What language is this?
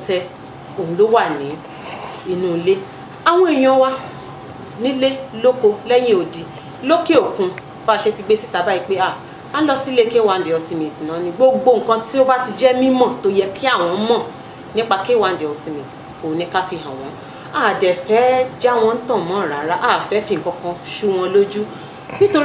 Yoruba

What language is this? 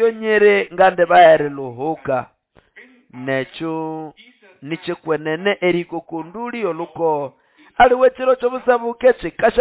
Nande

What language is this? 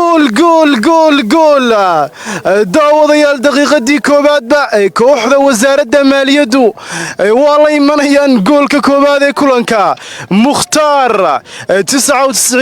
Somali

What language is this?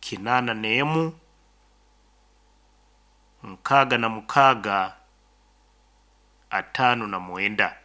Nyoro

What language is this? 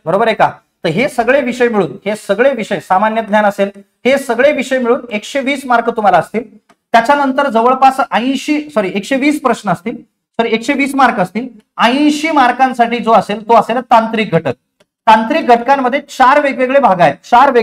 Marathi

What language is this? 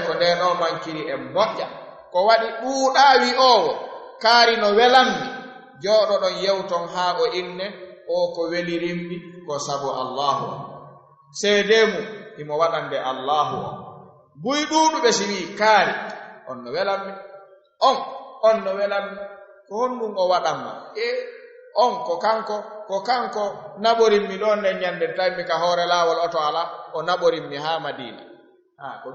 Fula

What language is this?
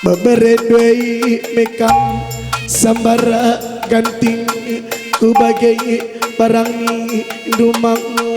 Batak Karo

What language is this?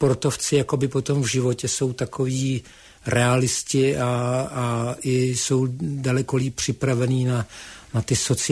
Czech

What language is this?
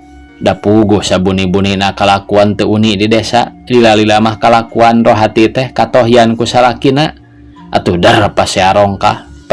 Sundanese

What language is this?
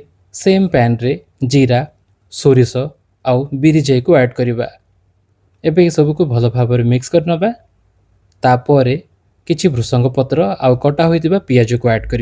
Odia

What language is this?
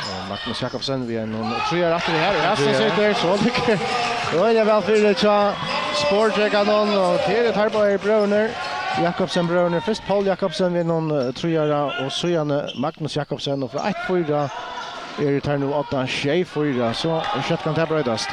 Faroese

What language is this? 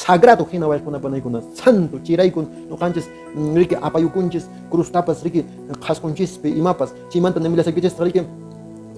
Quechua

